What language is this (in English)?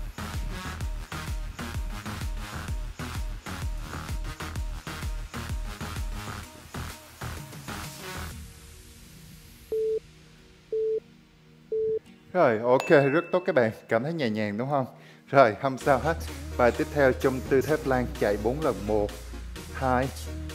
Vietnamese